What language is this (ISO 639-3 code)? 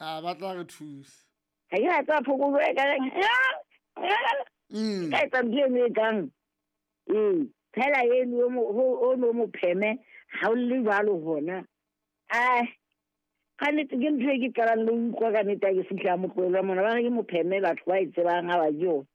sot